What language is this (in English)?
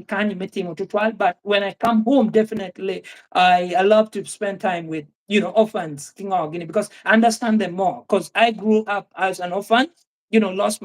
Acoli